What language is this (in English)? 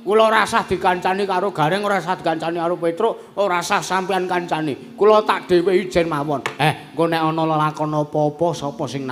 Javanese